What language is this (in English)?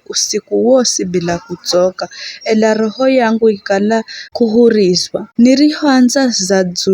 Giryama